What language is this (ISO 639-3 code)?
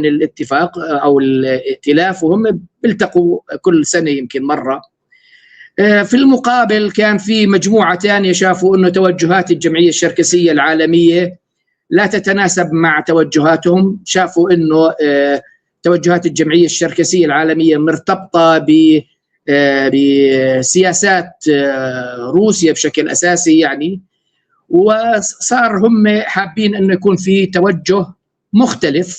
apc